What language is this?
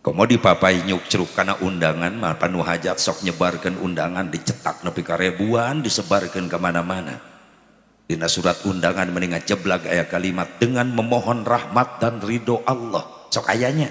Sundanese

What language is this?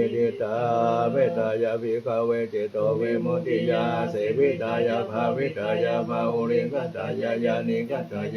Pali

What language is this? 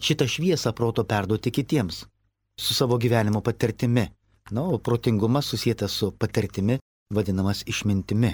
Lithuanian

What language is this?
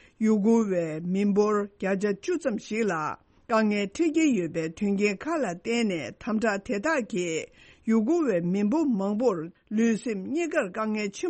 Tibetan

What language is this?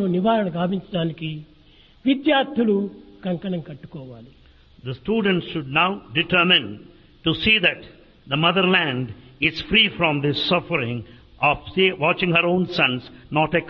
Telugu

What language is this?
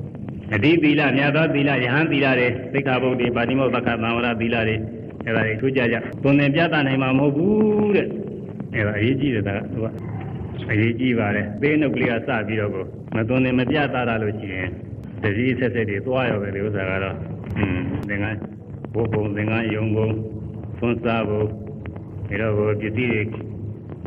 Burmese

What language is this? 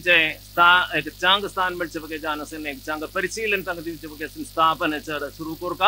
Konkani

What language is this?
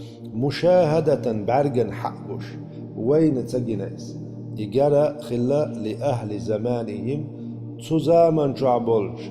Chechen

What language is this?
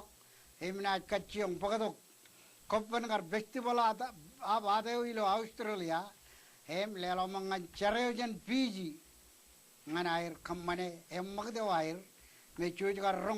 Marshallese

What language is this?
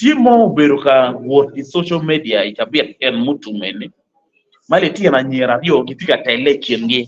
Acoli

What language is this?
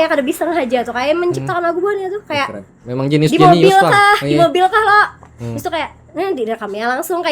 Banjar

